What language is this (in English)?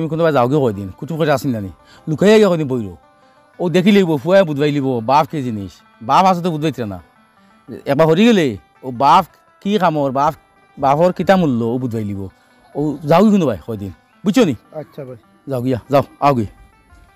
Sylheti